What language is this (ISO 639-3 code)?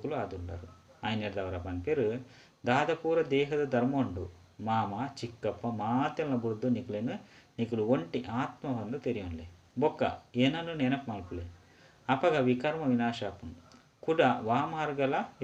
tcy